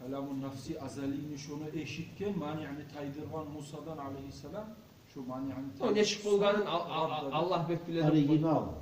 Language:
Kumyk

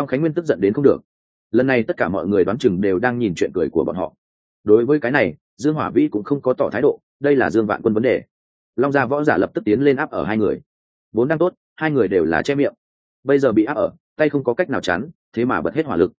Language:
Vietnamese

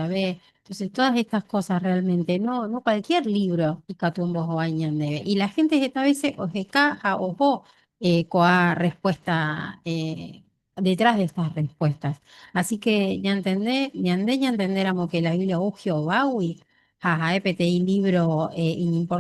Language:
Guarani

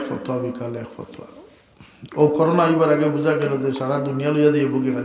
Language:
Sylheti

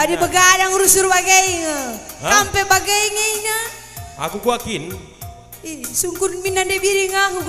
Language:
Batak Karo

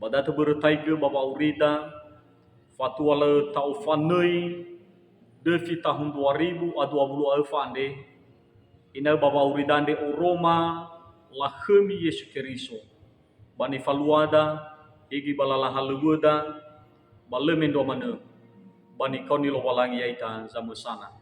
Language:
Nias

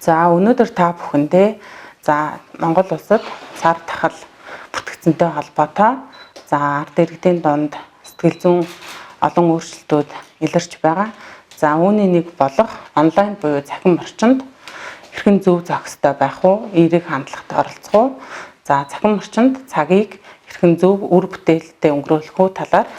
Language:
Mongolian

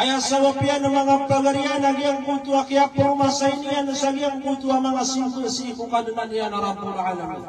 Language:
Maranao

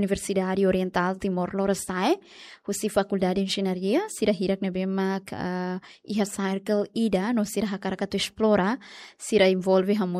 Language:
Tetum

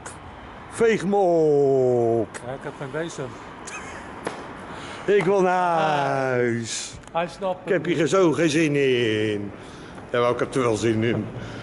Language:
Dutch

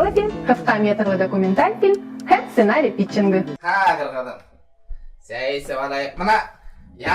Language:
Bashkir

